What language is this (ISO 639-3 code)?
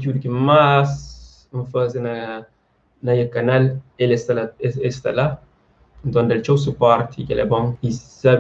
kea